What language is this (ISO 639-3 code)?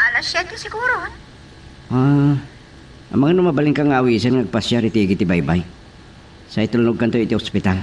ilo